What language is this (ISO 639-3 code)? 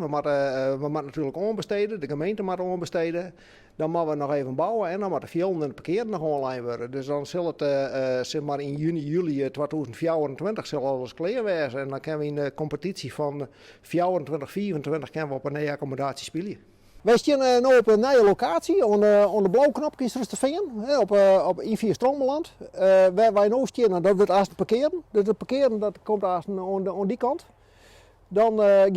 fry